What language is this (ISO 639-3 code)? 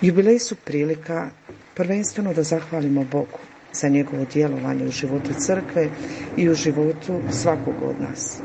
hrv